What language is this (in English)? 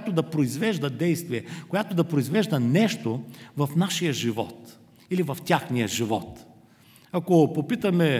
Bulgarian